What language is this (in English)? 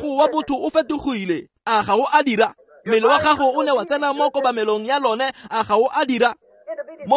Tswana